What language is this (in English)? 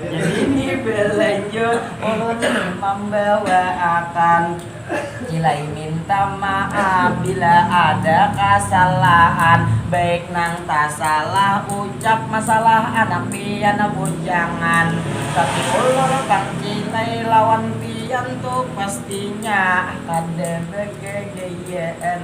Banjar